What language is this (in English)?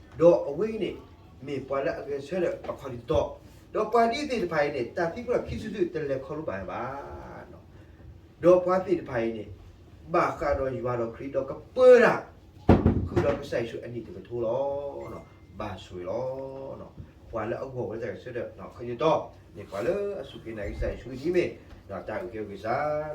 S'gaw Karen